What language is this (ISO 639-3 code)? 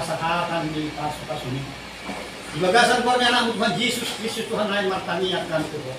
bbc